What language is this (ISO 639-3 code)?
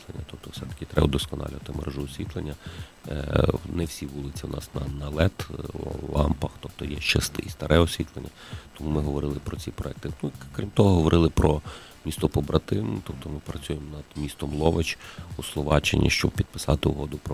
ukr